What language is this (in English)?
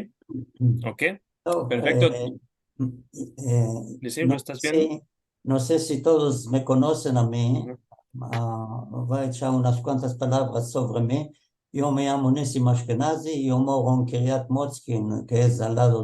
Ladino